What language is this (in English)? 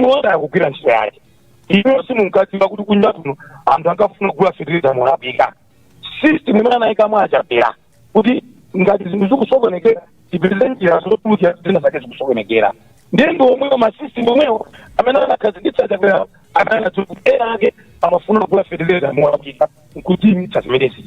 Nyanja